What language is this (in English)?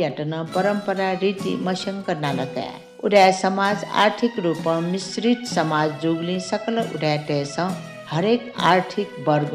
Newari